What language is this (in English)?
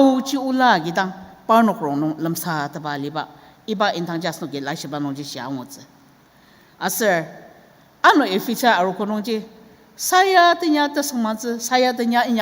Ao Naga